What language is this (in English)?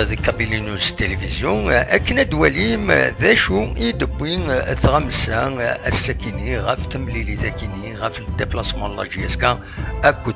Kabyle